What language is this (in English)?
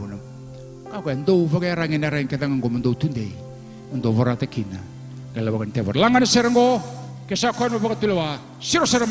Fijian